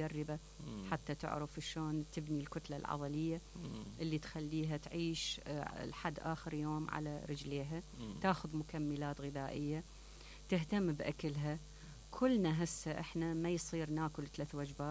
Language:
Mesopotamian Arabic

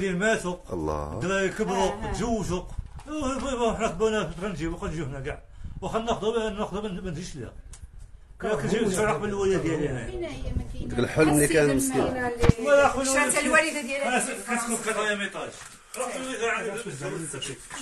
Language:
Moroccan Arabic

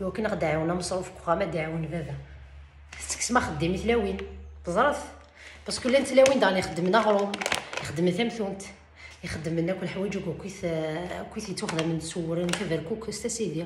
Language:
Kabyle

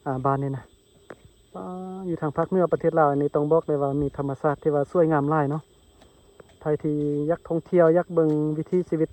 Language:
Lao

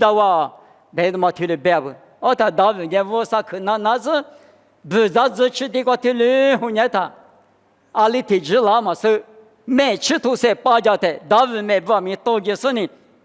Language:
Lisu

